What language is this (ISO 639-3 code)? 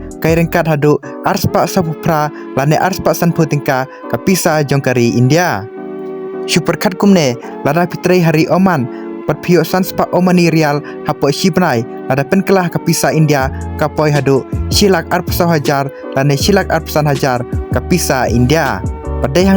kha